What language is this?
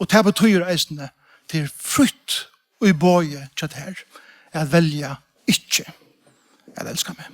Faroese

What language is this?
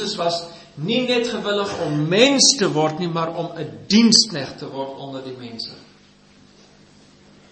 Afrikaans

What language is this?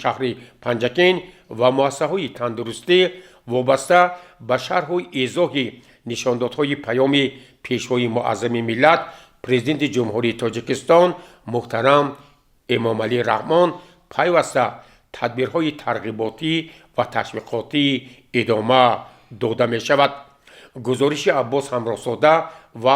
Tajik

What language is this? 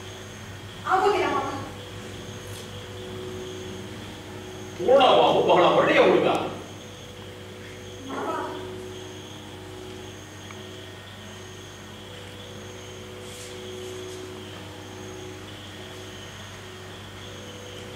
Kannada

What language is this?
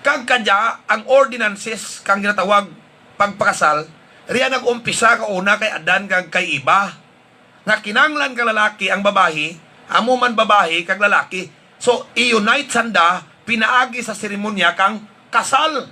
Hiligaynon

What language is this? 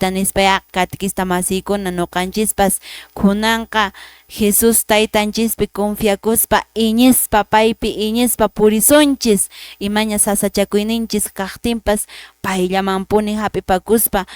Quechua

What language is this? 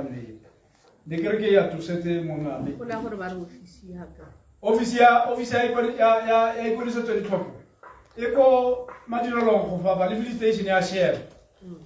Tswana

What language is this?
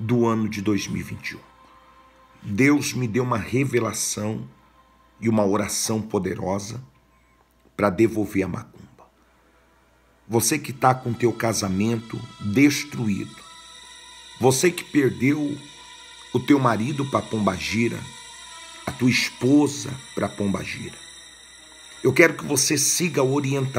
Portuguese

